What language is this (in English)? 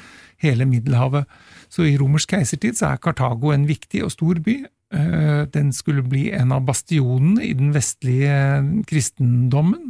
Norwegian